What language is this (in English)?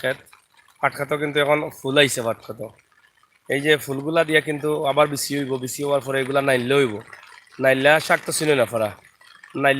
Sylheti